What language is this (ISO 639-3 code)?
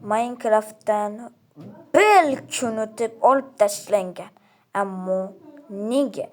uzb